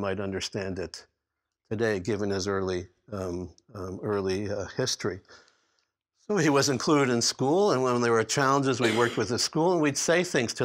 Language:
English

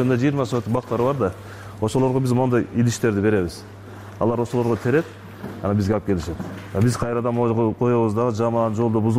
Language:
Kyrgyz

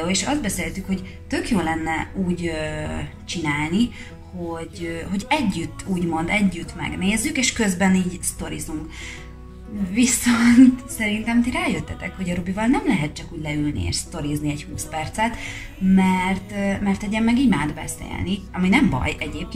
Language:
Hungarian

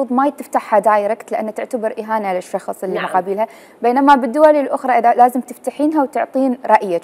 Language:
Mesopotamian Arabic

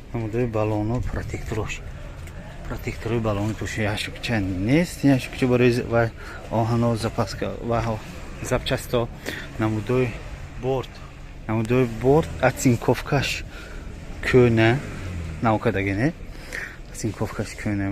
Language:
Tajik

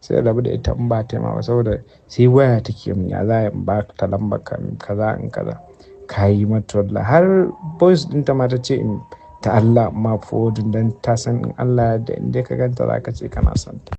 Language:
Hausa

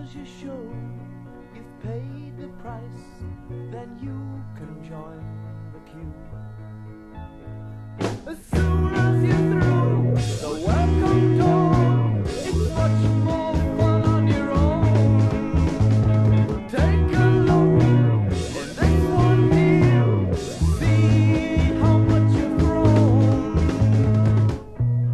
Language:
English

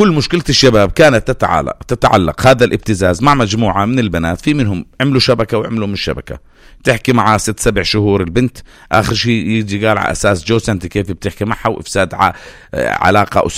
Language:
North Levantine Arabic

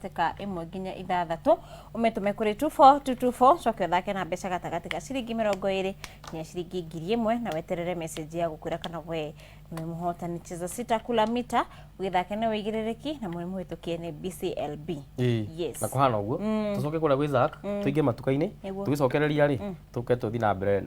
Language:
Kikuyu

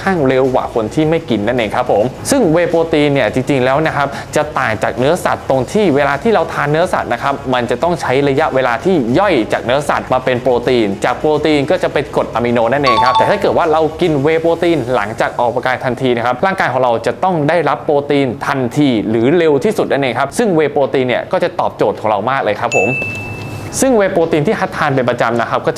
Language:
Thai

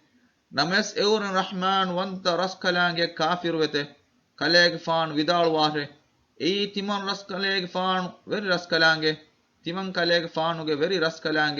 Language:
Divehi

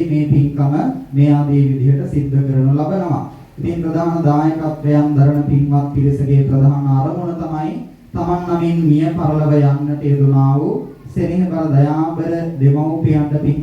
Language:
Sinhala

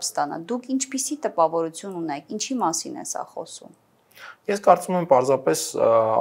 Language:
Armenian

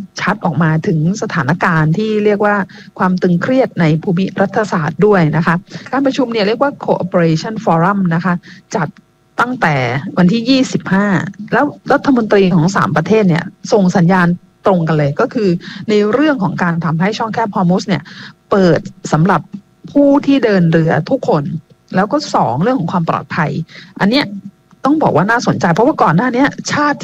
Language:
Thai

